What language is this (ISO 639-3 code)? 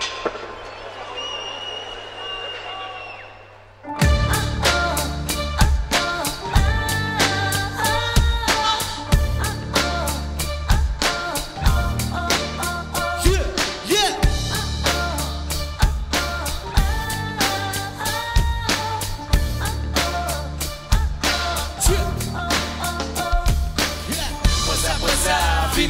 ron